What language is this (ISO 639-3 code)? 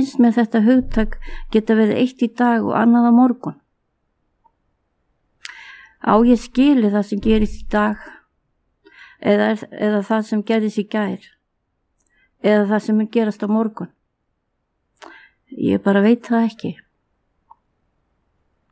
isl